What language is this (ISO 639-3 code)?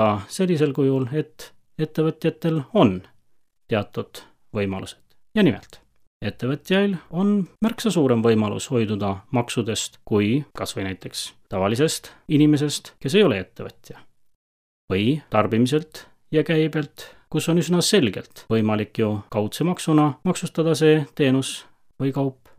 est